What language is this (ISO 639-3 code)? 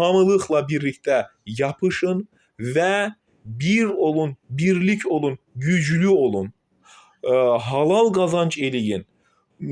aze